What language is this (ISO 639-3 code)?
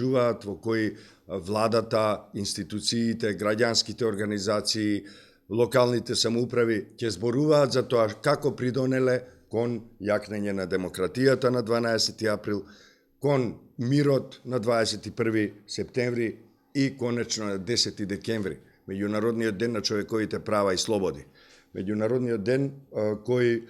mkd